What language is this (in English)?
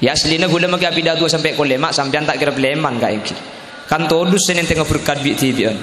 Madurese